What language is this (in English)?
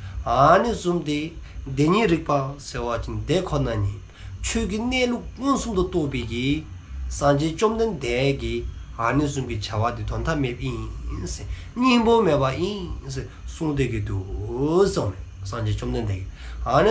Dzongkha